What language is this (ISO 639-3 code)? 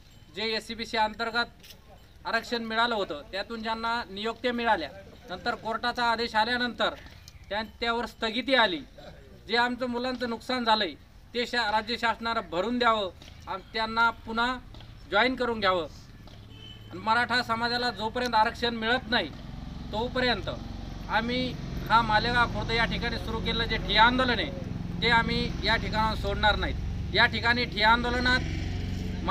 mar